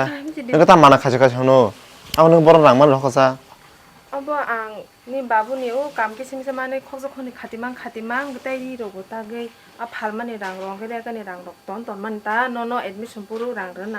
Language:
Kok Borok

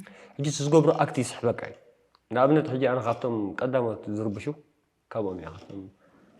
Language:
Tigrinya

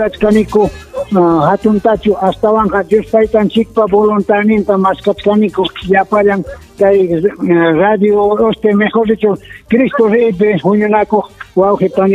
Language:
Ayacucho Quechua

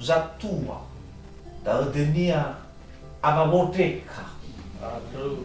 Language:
Nias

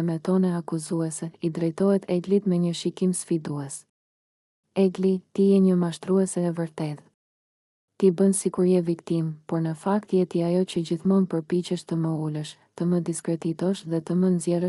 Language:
Albanian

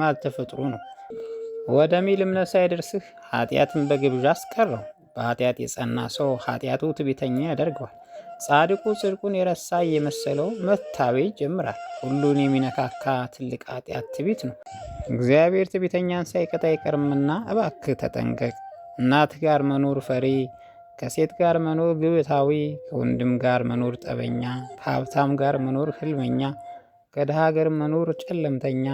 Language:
Amharic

